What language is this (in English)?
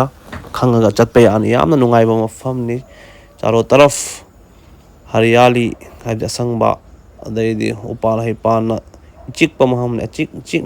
Manipuri